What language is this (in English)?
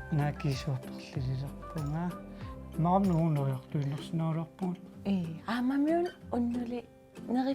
Kalaallisut